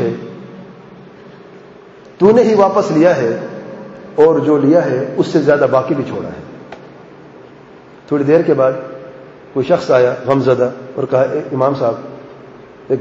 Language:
Urdu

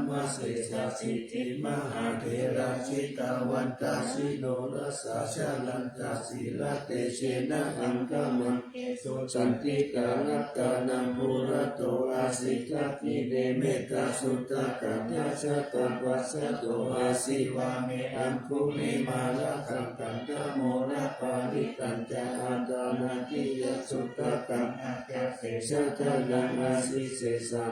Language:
Pali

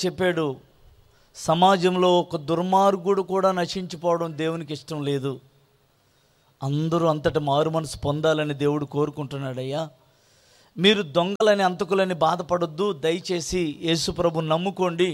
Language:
Telugu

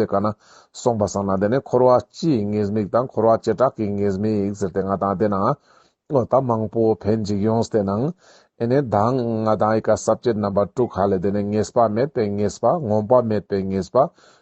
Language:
Ladakhi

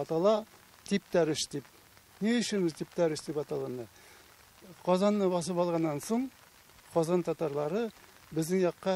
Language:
Tatar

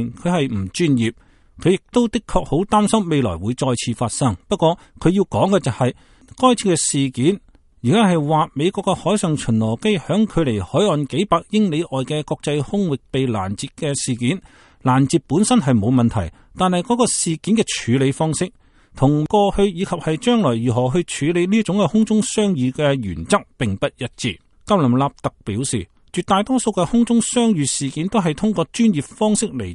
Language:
Cantonese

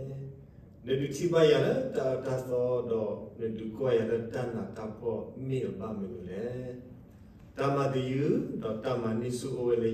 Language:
S'gaw Karen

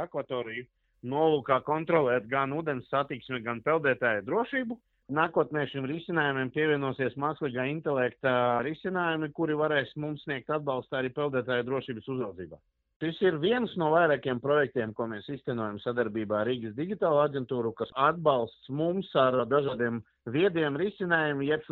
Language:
Latvian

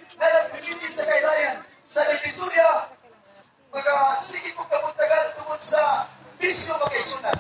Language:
Cebuano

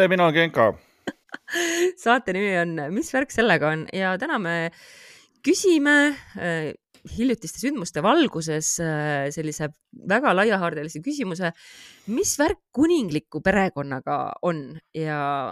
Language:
Estonian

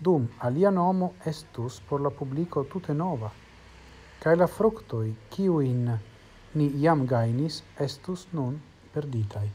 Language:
Esperanto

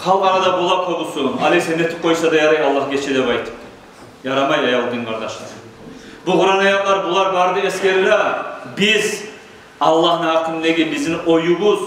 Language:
Kumyk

